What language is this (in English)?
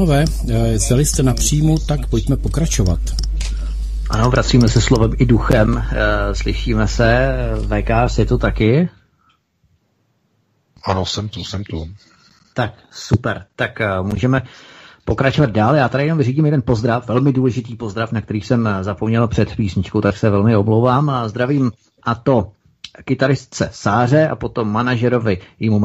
Czech